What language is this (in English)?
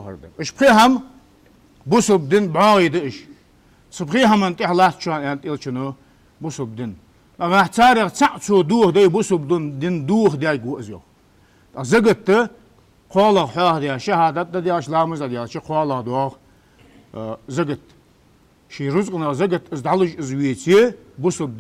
Ingush